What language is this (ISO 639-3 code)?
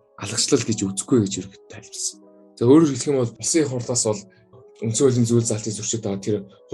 mon